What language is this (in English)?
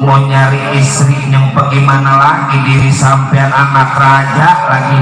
Betawi